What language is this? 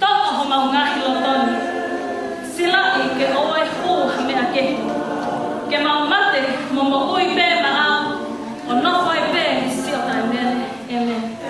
Tongan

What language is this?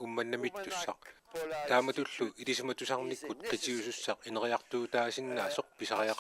Kalaallisut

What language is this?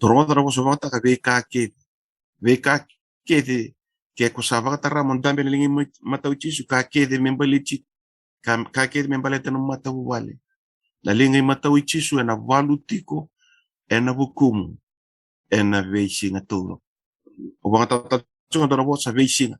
Fijian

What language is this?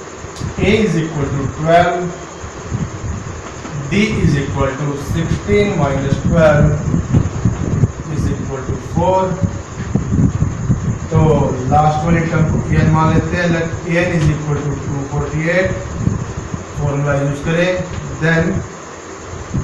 Hindi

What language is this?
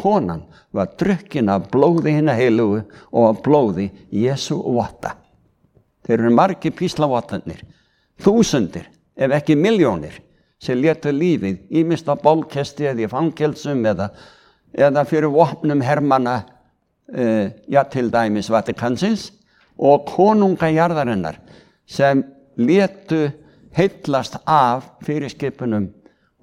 Icelandic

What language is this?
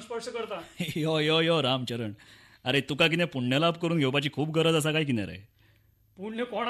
Konkani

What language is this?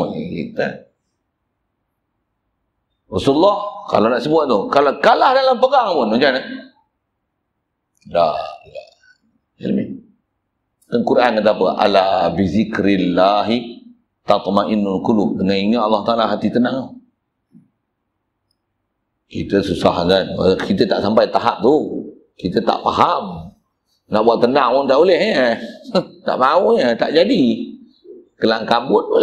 Malay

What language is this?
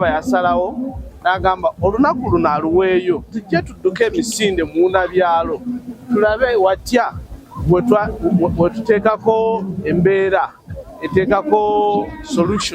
Ganda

